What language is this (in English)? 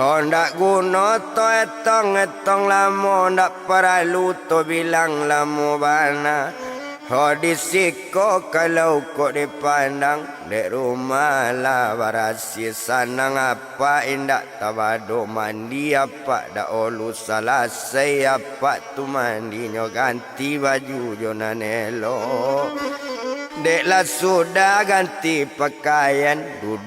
Minangkabau